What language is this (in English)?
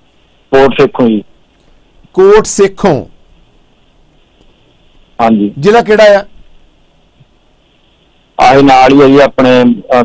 Punjabi